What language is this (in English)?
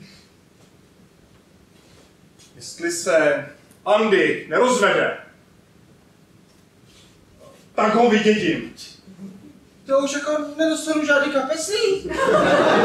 Czech